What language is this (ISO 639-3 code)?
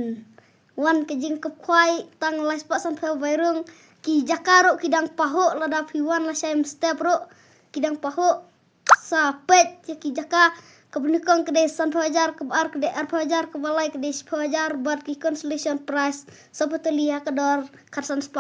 kha